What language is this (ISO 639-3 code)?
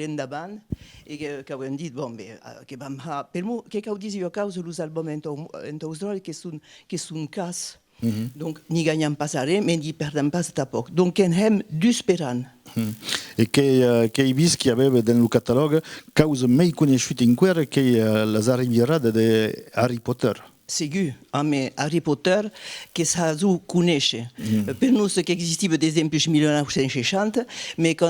oci